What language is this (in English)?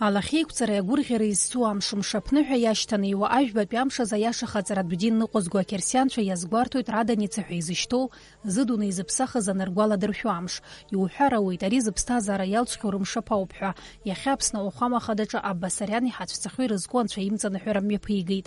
Abkhazian